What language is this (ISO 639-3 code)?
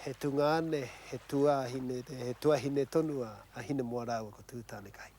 mri